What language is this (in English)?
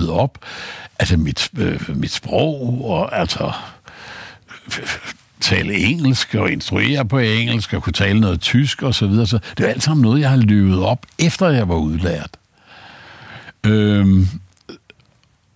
Danish